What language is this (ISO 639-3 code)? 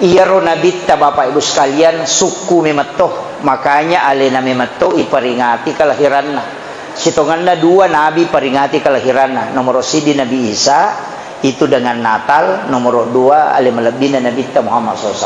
bug